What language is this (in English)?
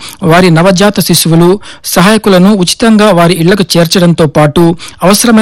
Telugu